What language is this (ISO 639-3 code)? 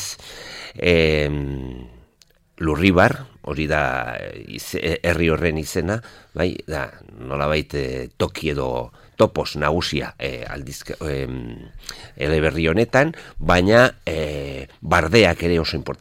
eus